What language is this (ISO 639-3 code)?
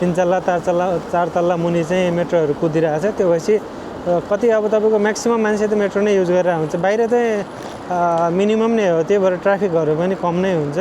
nep